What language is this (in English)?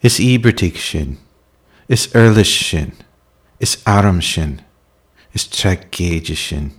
Irish